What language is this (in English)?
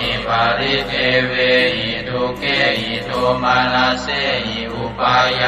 Pali